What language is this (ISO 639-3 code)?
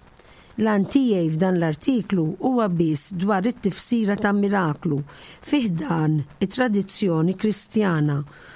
mlt